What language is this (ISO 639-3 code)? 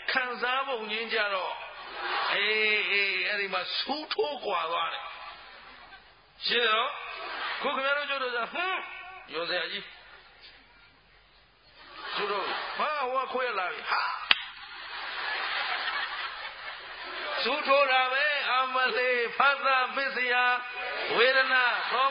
mya